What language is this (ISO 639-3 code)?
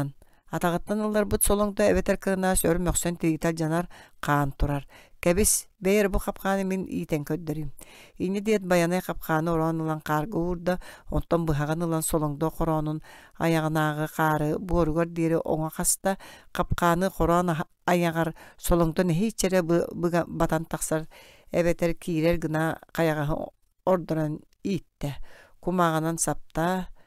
sah